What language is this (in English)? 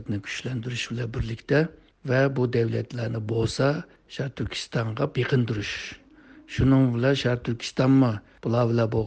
Uyghur